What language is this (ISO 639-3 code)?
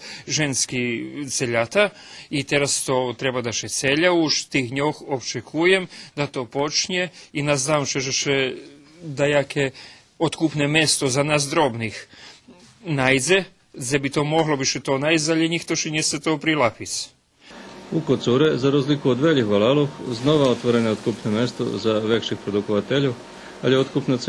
rue